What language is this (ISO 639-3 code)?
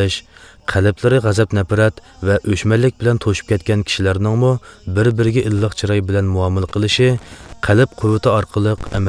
uig